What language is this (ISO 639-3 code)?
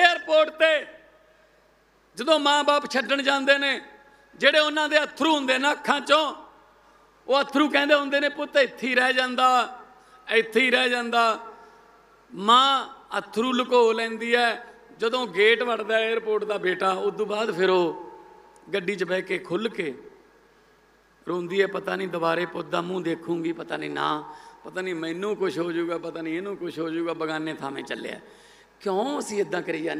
pan